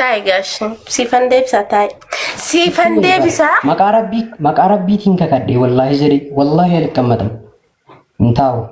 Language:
Oromo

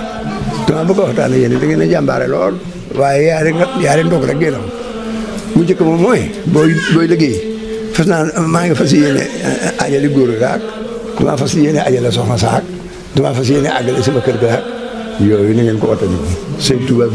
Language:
Wolof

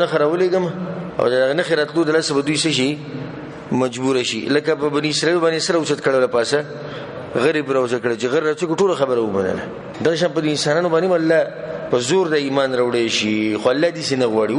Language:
Pashto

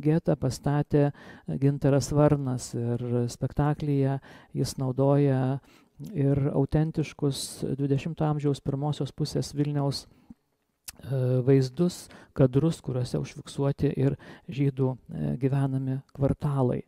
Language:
Lithuanian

